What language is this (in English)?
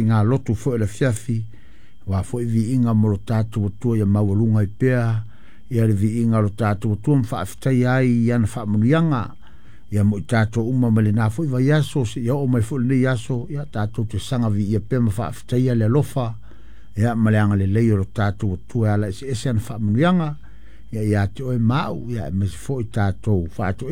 Samoan